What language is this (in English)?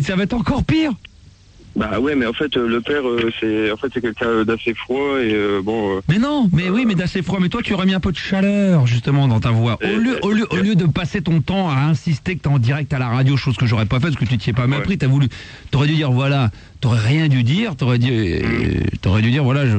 French